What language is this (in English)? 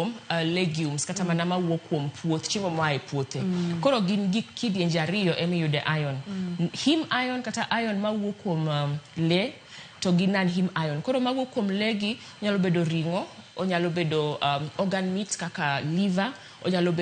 Luo (Kenya and Tanzania)